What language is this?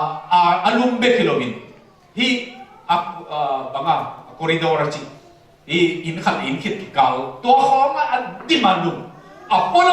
Tedim Chin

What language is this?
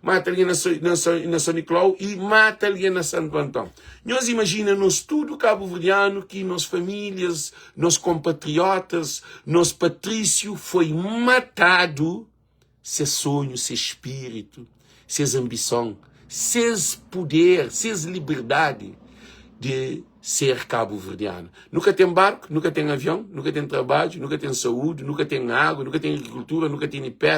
Kabuverdianu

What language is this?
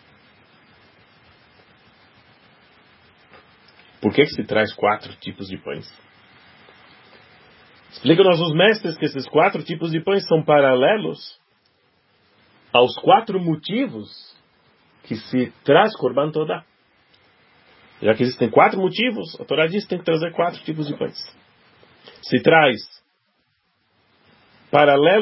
Portuguese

